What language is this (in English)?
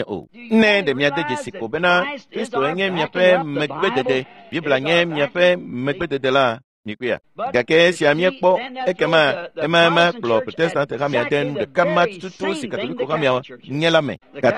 Ewe